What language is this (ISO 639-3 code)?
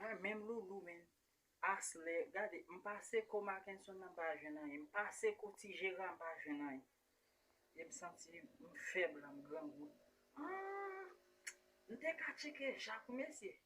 hat